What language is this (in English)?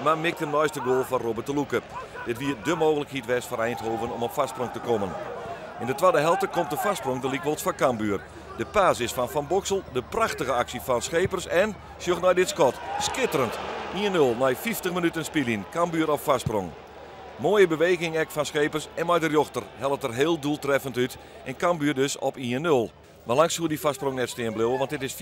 Western Frisian